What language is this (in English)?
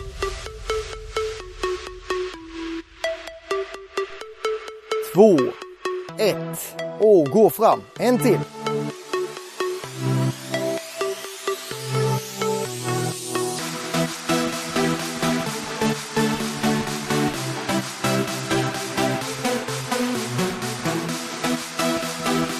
Swedish